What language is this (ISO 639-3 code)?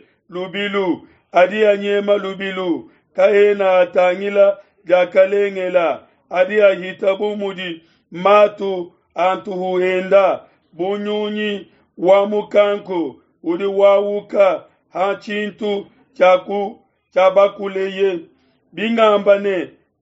lua